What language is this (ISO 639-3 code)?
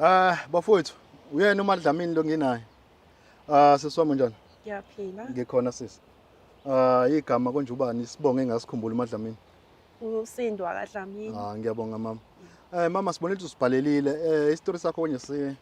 zul